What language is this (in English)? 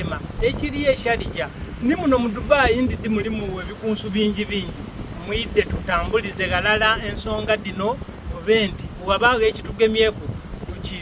Soga